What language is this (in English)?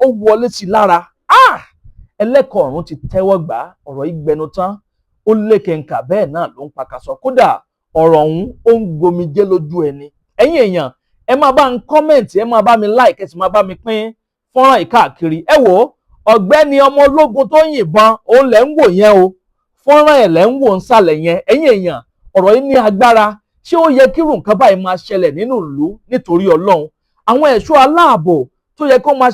Yoruba